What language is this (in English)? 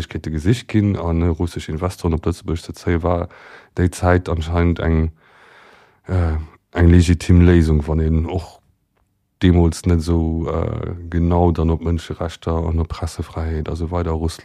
Luxembourgish